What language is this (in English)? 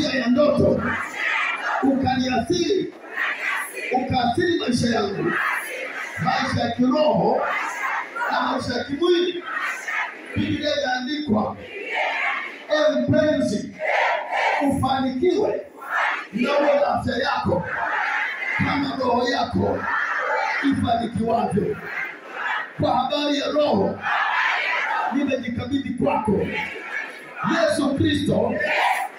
Swahili